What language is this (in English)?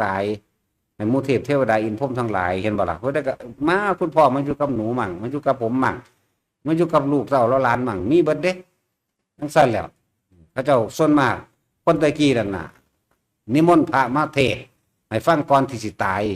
Northeastern Thai